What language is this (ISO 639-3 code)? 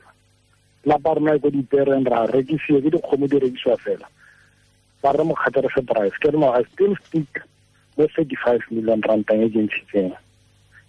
tsn